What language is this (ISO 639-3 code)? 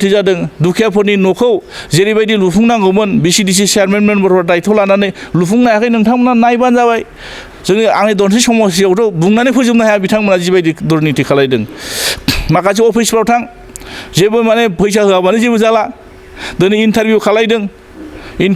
brx